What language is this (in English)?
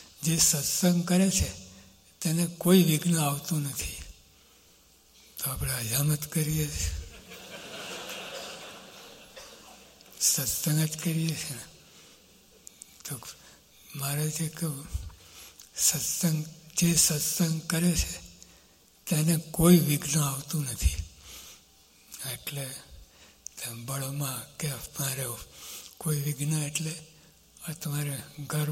Gujarati